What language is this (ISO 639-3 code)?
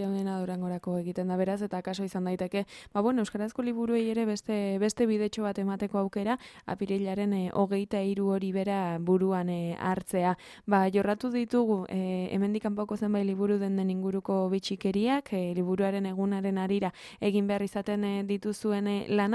eus